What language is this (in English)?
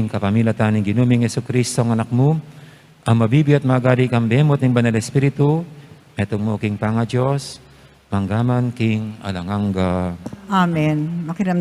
Pampanga